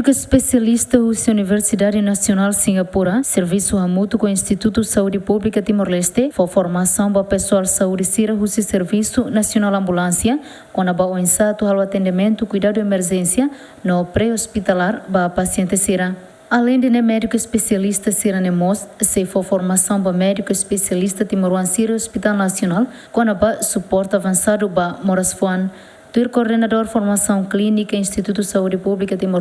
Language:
Tetum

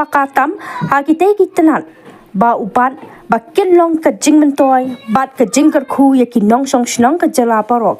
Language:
Khasi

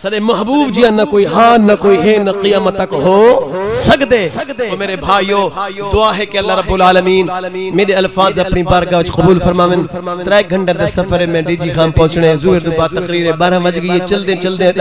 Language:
Saraiki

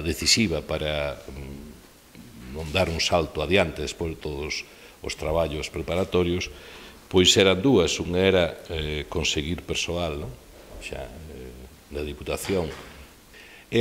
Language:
Galician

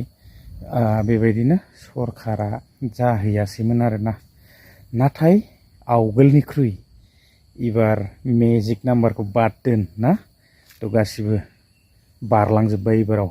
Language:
Bodo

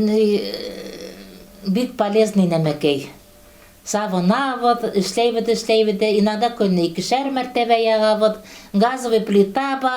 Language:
Bashkir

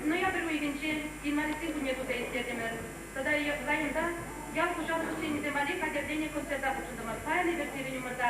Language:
Chuvash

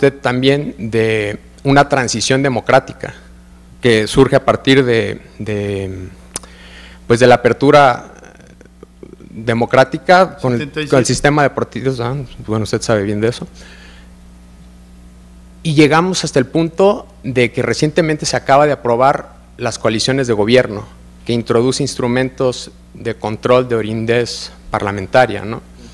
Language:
Spanish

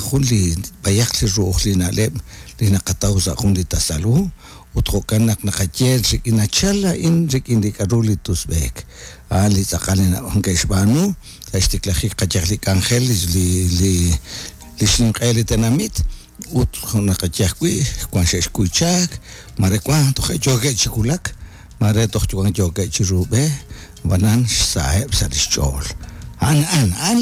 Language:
Kekchí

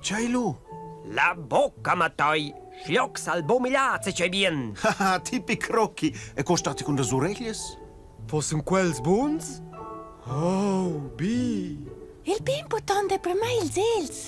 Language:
Romansh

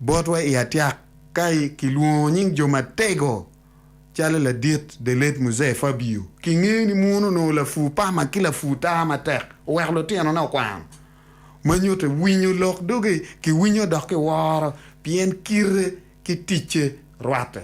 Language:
Acoli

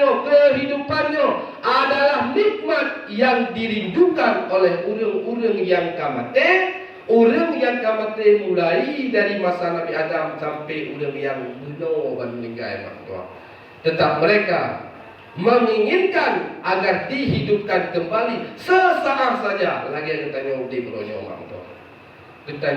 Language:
Achinese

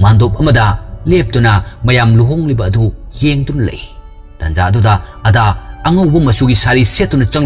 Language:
Manipuri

